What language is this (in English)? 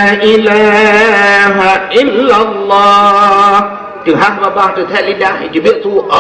Achinese